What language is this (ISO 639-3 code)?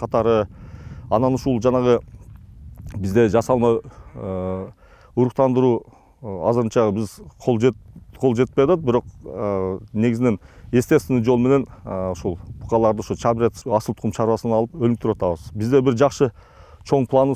kir